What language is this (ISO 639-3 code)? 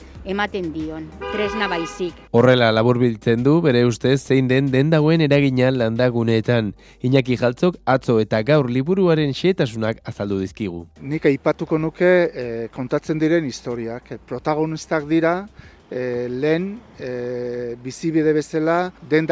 eus